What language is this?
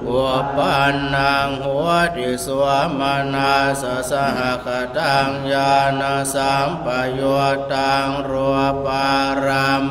Pali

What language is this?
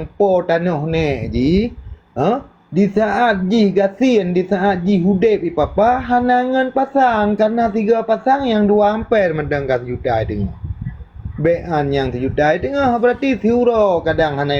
Achinese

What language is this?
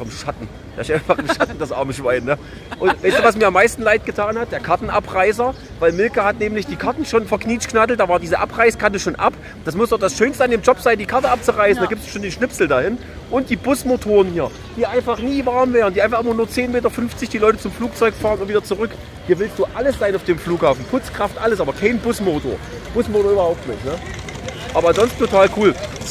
German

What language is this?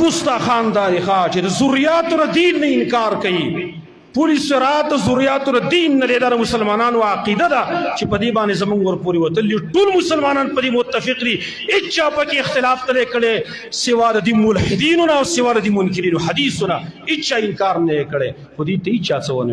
Pashto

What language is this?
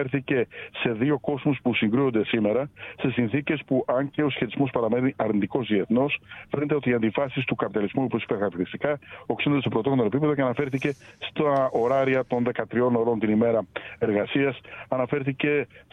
Greek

